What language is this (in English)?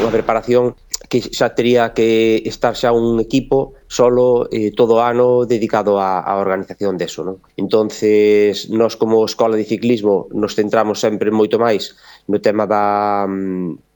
Galician